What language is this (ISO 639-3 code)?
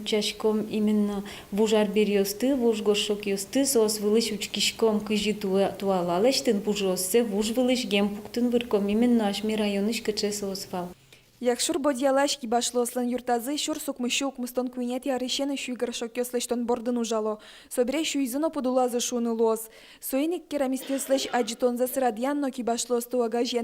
udm